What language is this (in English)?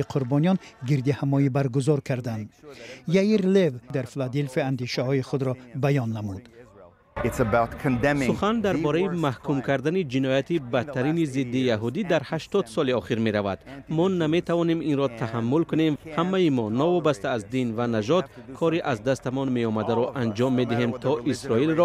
Tajik